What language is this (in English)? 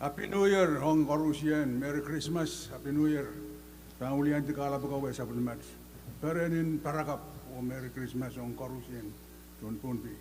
Pohnpeian